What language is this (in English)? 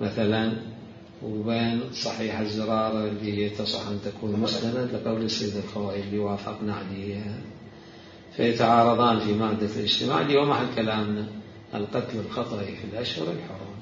Mesopotamian Arabic